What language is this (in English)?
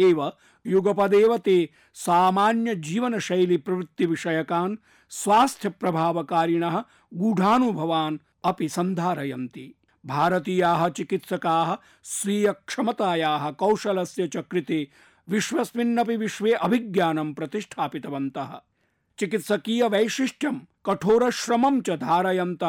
Sanskrit